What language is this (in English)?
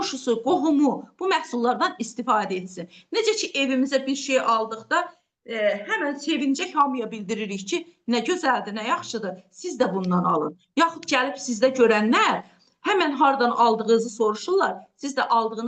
Azerbaijani